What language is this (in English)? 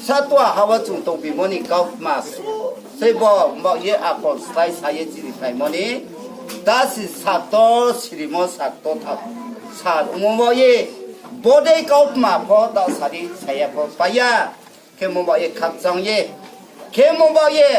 Riang (India)